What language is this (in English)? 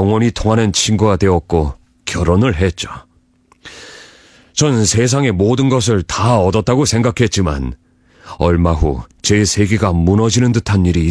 Korean